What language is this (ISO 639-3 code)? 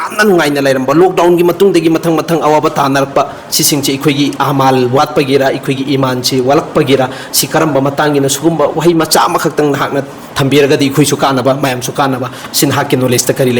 mni